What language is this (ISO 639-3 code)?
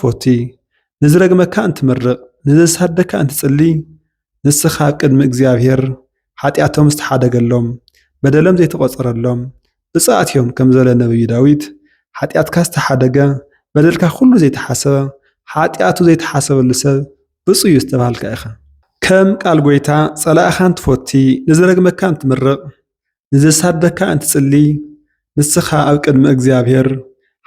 tir